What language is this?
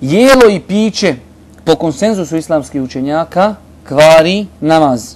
Bosnian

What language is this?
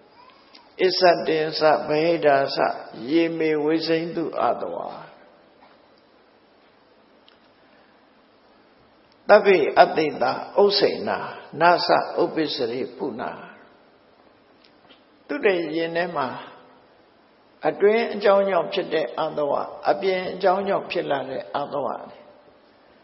Burmese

